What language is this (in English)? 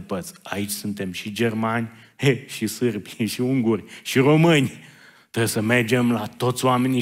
Romanian